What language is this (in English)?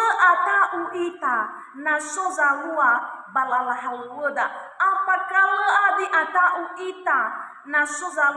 Nias